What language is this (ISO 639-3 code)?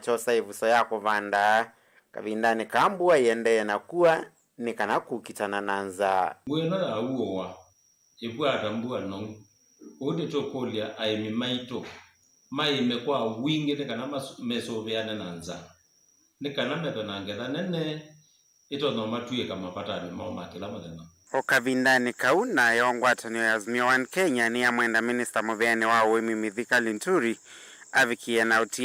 kam